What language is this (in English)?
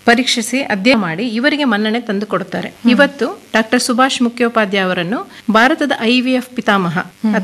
Kannada